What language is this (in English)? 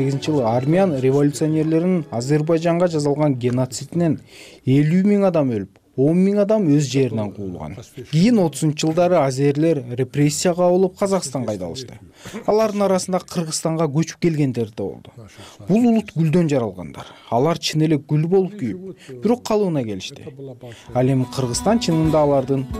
Kyrgyz